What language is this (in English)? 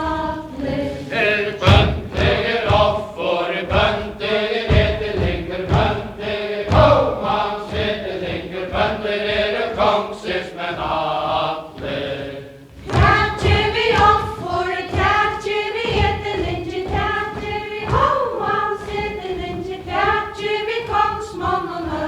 Faroese